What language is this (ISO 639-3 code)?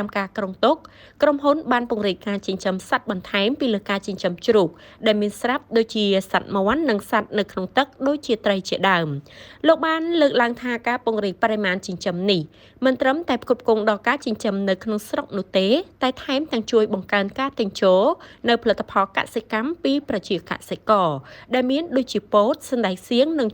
khm